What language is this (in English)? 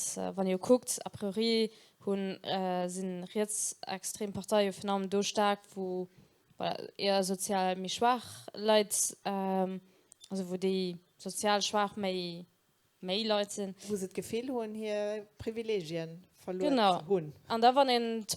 Luxembourgish